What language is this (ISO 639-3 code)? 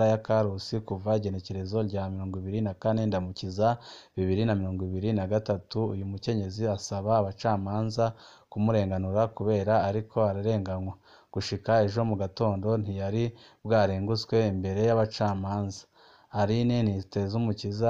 run